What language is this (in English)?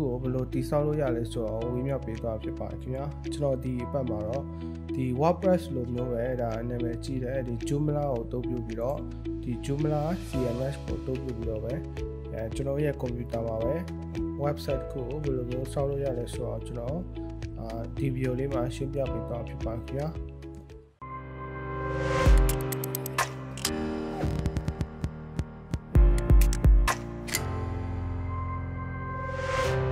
Burmese